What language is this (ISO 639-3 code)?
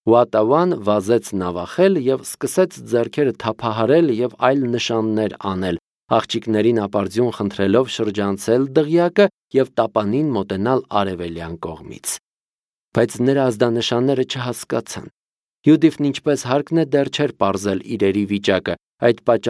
hye